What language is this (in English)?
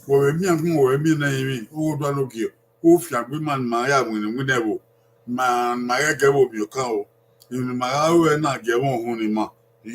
Bini